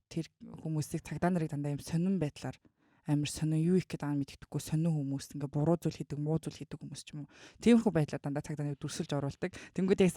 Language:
Mongolian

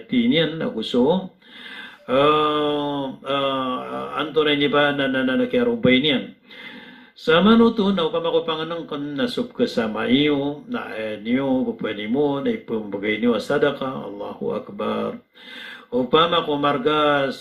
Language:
Maranao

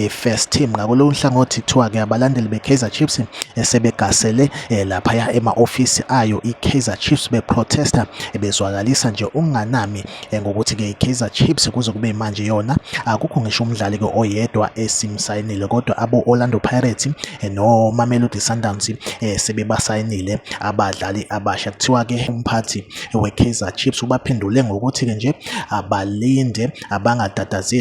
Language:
Zulu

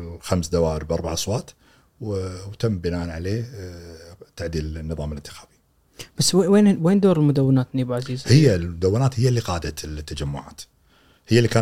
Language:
Gulf Arabic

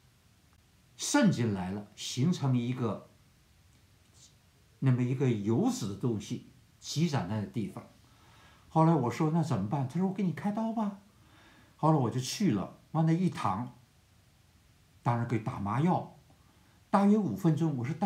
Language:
Chinese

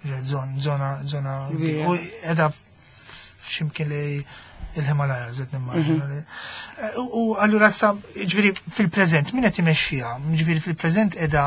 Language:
Maltese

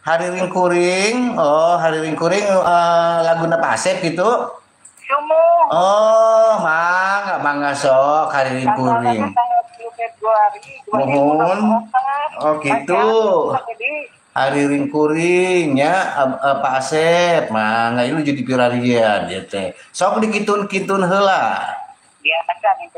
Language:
Sundanese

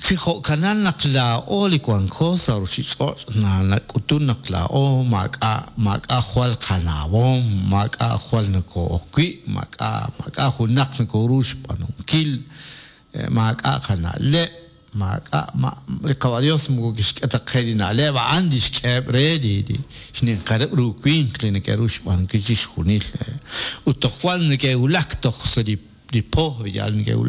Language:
Kekchí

